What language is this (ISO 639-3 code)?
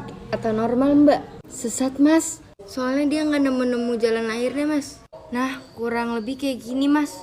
bjn